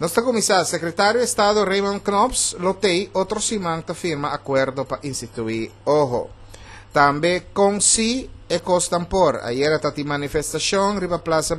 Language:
Papiamento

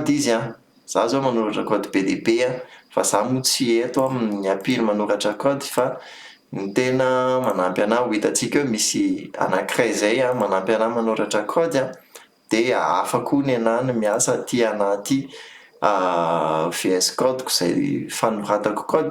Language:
Malagasy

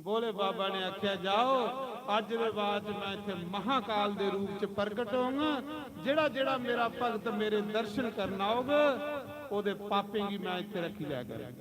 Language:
Dogri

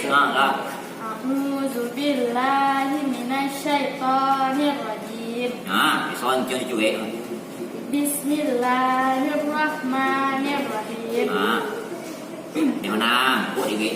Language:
Minangkabau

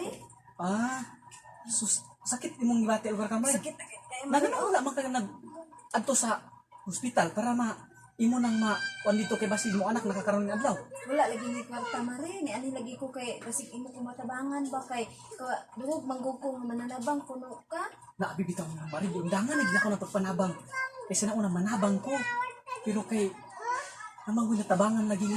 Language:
Cebuano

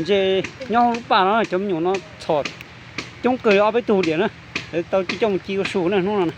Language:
Hmong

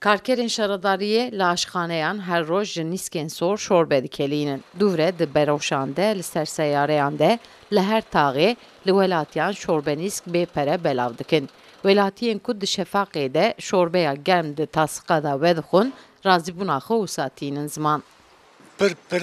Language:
Kurdish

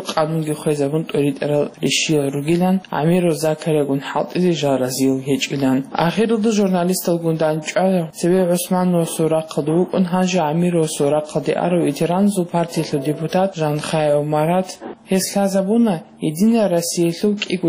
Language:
Avaric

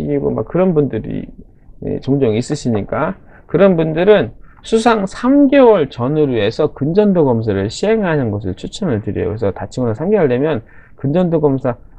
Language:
Korean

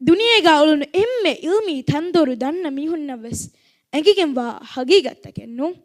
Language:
Divehi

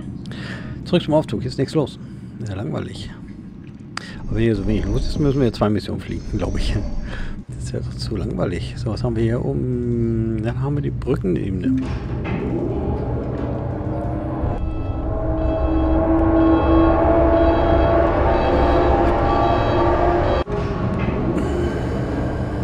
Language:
German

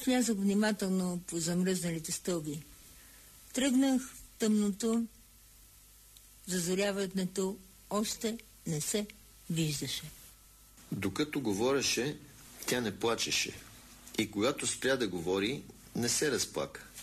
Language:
Bulgarian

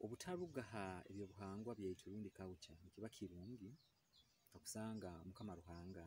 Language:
Nyoro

